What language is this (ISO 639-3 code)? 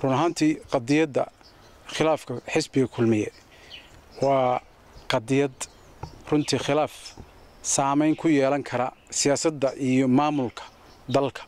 som